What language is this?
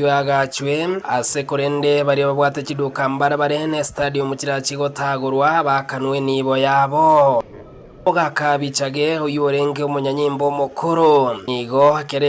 Gusii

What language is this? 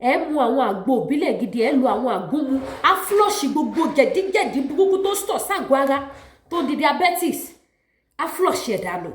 Yoruba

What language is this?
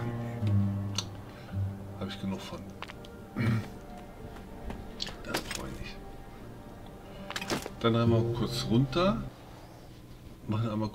German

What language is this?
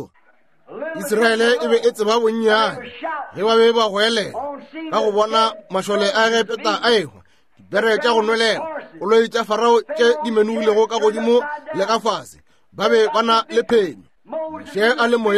Northern Sotho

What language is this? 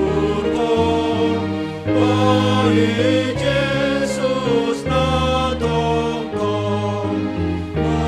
Batak Simalungun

